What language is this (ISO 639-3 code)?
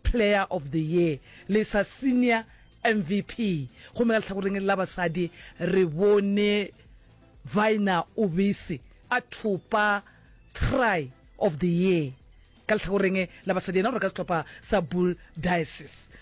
nso